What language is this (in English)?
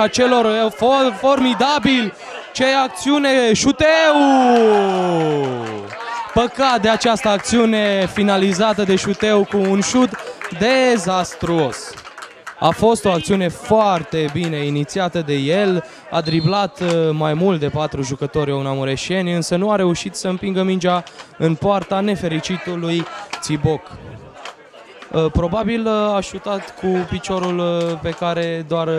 Romanian